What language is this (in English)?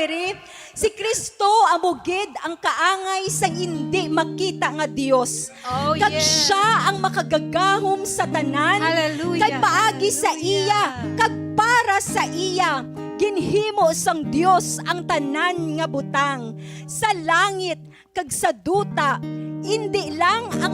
Hiligaynon